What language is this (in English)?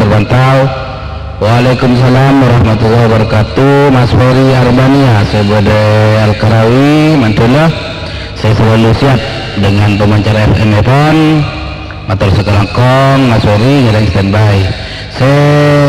Madurese